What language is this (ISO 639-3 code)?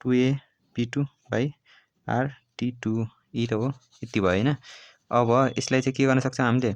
nep